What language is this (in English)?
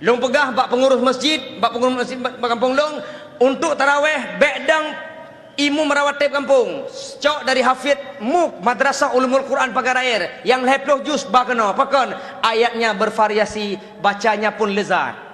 Achinese